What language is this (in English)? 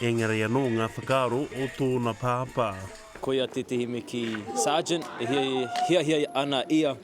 Māori